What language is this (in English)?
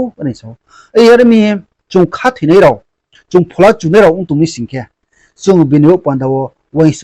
Riang (India)